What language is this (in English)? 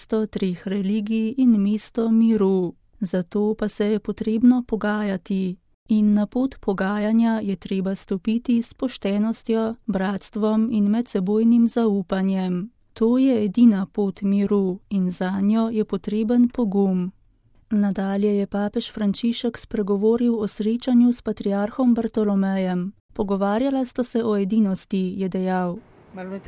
Slovenian